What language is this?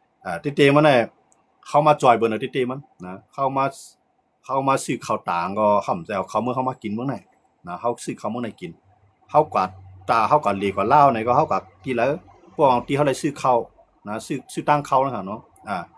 Shan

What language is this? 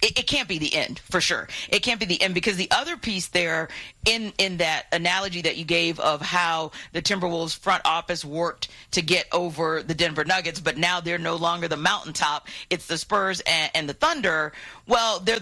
English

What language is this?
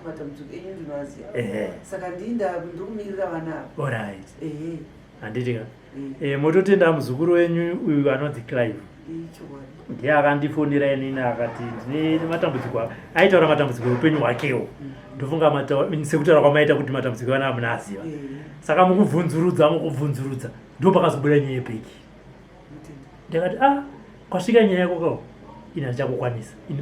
Shona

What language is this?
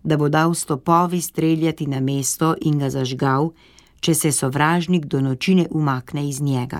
Slovenian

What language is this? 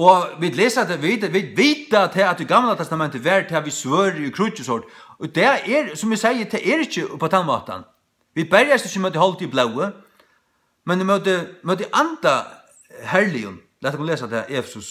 Faroese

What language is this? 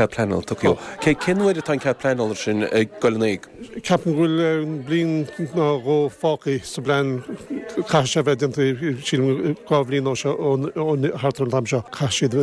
Irish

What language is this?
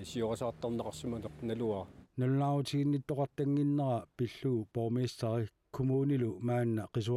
Kalaallisut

